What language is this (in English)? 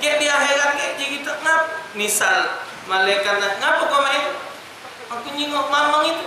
Musi